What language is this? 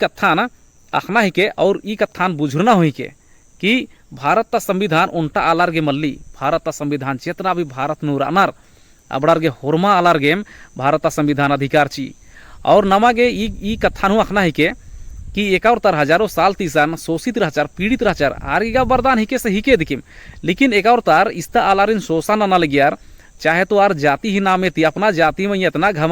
Kurukh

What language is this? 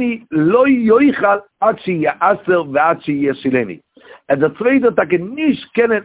Yiddish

